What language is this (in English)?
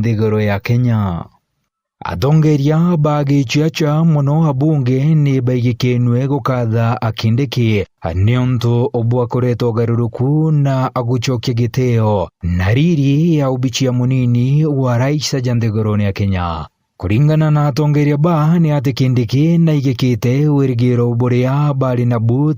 Meru